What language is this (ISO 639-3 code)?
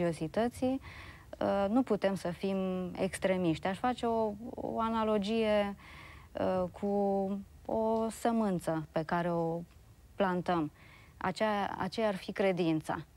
ron